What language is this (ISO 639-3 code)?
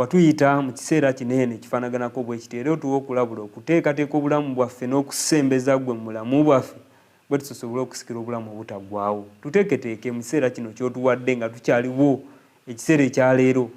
lug